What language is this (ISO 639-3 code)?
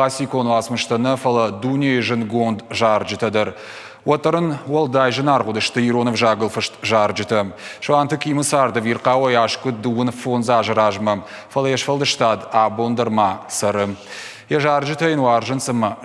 oss